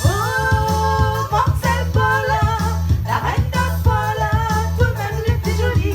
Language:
Réunion Creole French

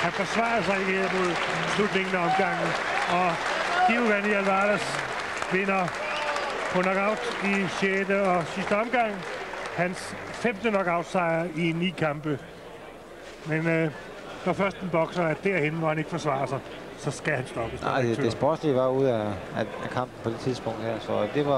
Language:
Danish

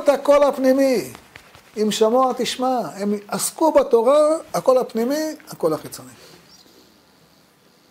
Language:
Hebrew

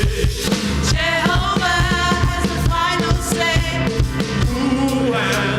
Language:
Samoan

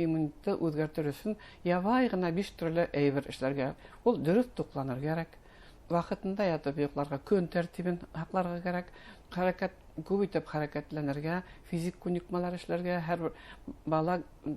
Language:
Bashkir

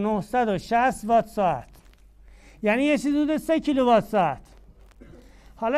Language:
Persian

